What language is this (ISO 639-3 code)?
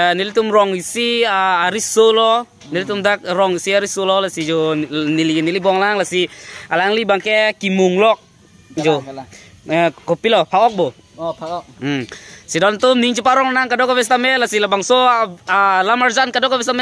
mjw